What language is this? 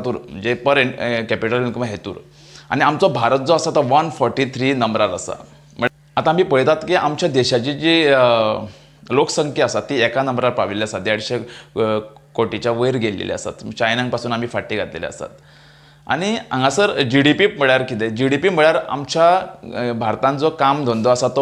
Konkani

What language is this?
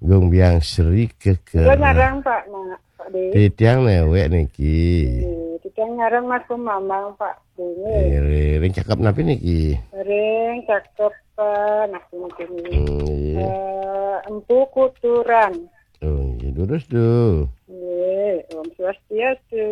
Balinese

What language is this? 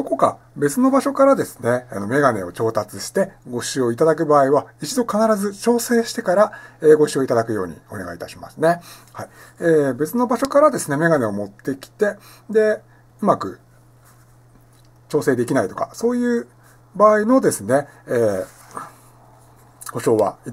Japanese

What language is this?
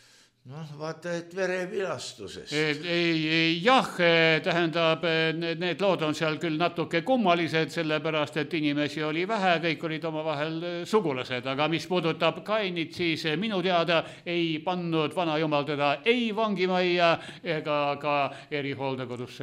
Estonian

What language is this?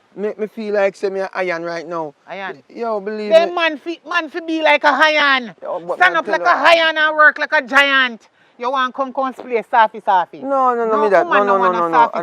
Jamaican Creole English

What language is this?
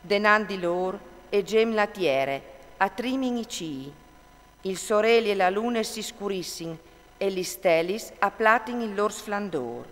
Friulian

